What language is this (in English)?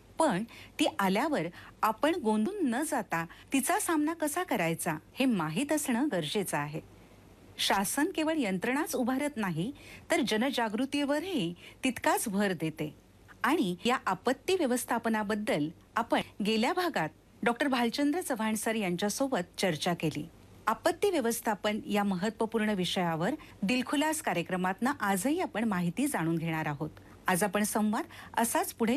Marathi